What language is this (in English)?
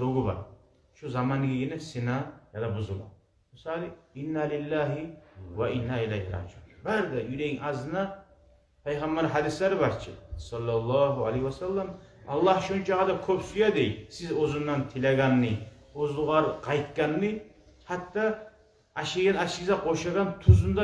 Kumyk